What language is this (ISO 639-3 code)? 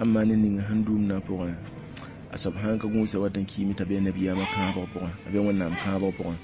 mos